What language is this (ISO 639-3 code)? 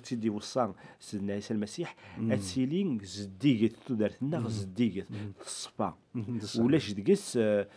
kab